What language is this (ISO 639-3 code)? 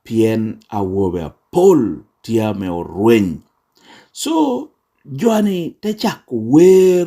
laj